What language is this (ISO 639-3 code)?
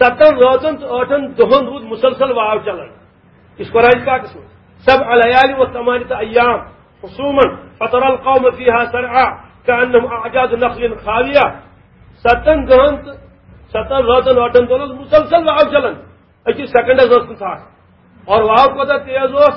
kas